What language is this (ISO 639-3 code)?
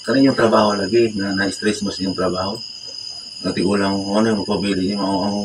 ceb